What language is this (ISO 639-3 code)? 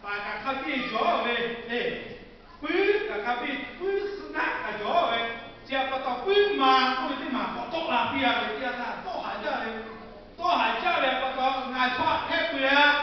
lhu